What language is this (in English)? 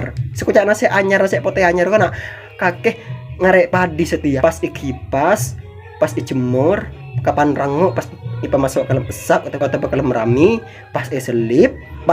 Madurese